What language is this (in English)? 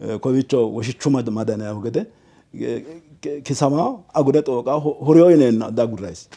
Sidamo